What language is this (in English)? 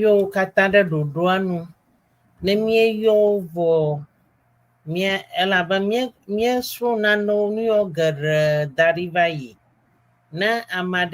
Ewe